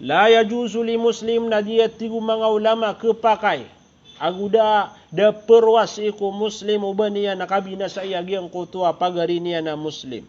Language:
Maranao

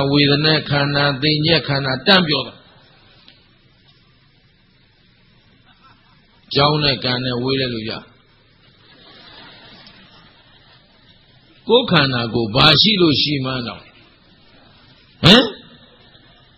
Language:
Burmese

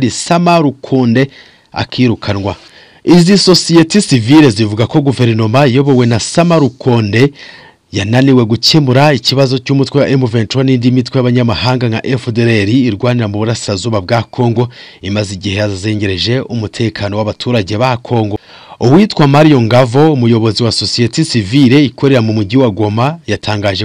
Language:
Kinyarwanda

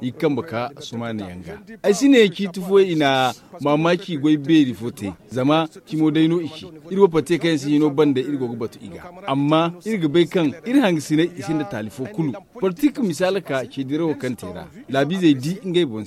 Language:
Zarma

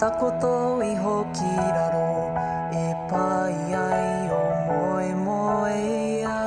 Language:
Māori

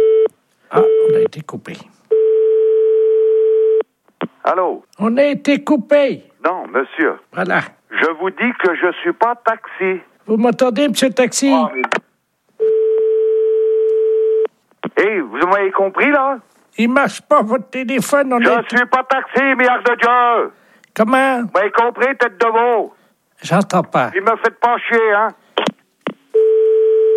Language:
French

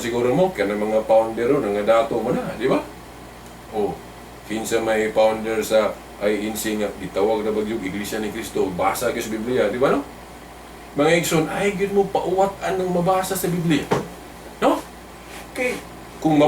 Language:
Cebuano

